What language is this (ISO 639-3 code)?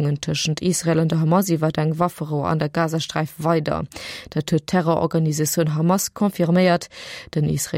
ltz